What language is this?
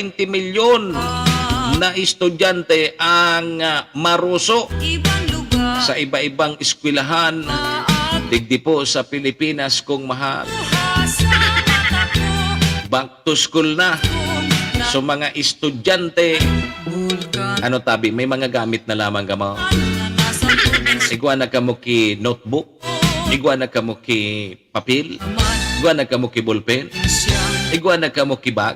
Bikol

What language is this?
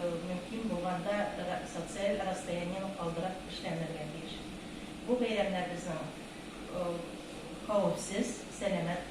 Tatar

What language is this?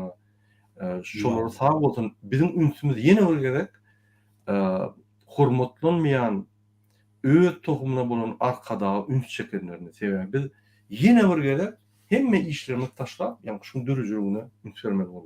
Turkmen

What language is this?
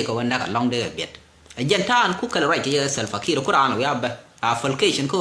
Nuer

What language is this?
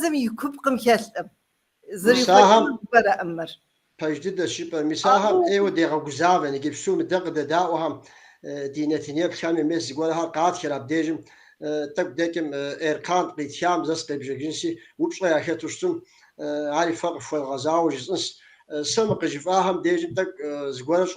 Kabardian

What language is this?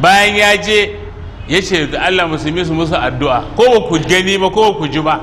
Hausa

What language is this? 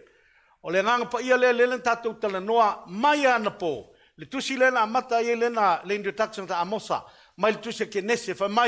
Samoan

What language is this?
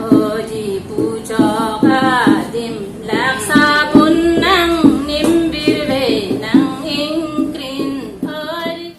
Karbi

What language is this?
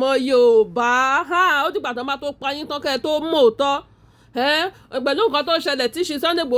Yoruba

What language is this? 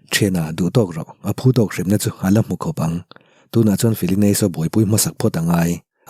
Mizo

